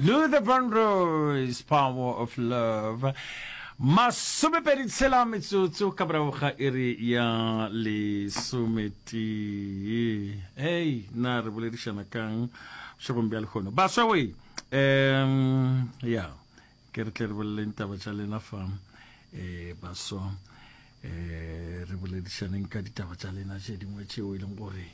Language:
Northern Sotho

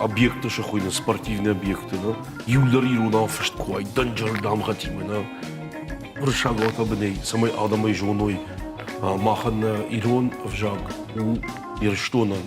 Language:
Ossetic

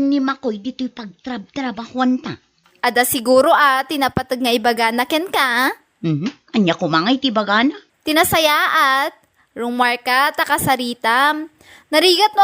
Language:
Iloko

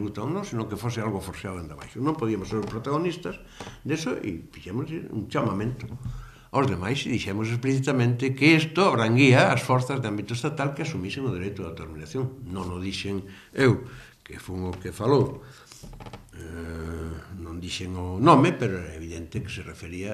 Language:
Galician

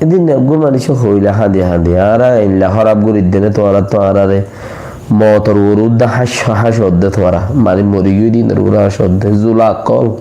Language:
Rohingya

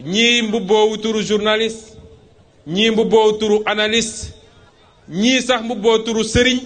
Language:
Wolof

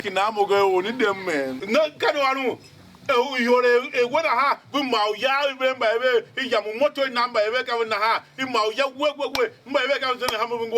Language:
Tiv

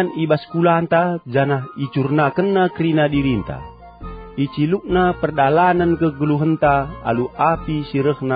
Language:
Batak Karo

